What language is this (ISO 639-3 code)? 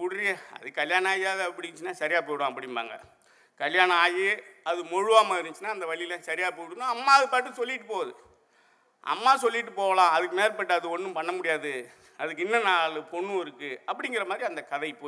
tam